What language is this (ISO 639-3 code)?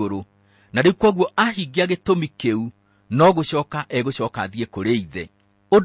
kik